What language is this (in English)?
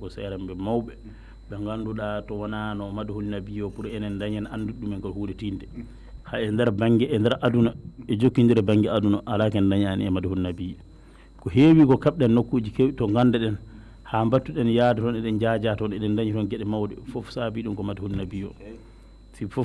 Fula